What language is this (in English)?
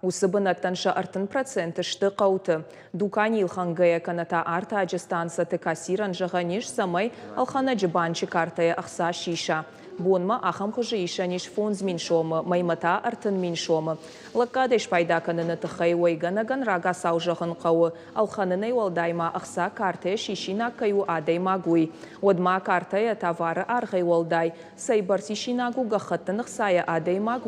Ossetic